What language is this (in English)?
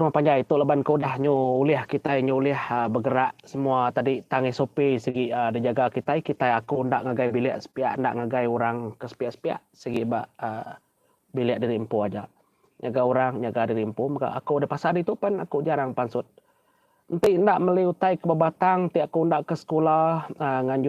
Iban